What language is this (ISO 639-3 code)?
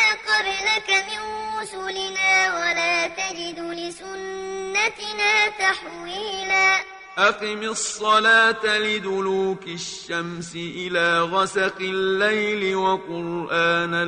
ara